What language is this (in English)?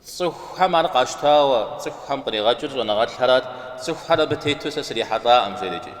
Kabardian